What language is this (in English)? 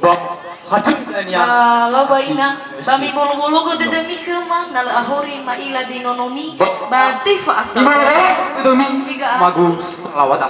Nias